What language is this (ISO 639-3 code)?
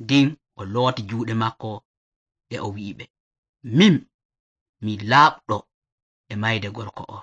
fuv